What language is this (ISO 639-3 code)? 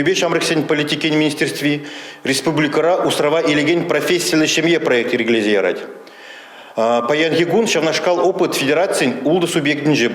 chv